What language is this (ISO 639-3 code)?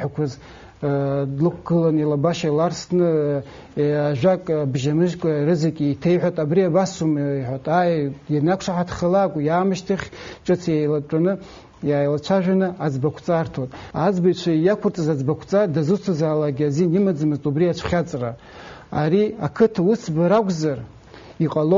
abk